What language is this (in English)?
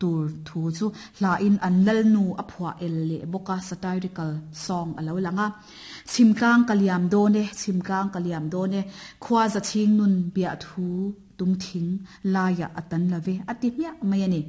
Mizo